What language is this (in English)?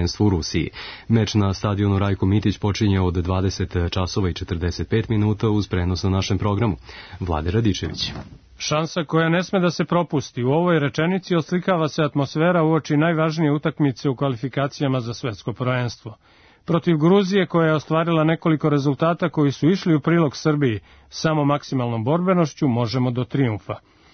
Serbian